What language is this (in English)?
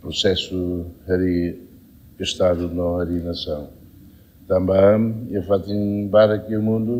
Tetum